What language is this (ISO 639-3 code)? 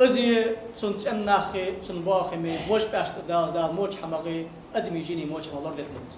inh